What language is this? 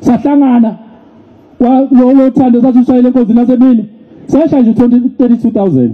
Zulu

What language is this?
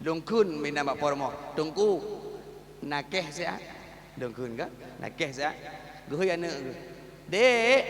Achinese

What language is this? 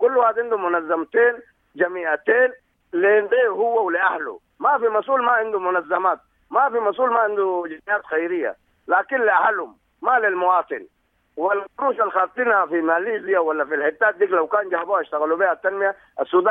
Sudanese Arabic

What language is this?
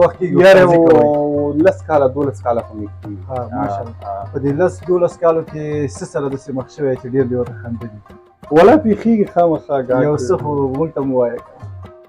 Pashto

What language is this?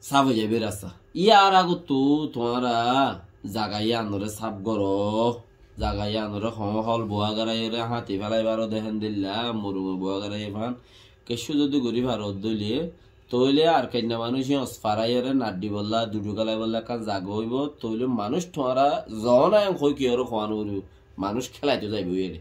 Rohingya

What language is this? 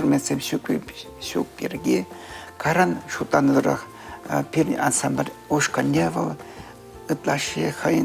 Chuvash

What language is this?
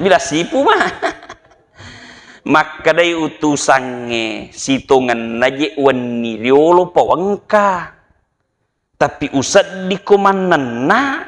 Buginese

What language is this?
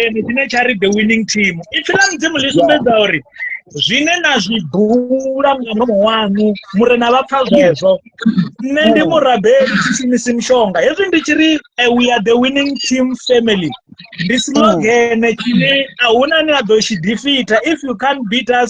Venda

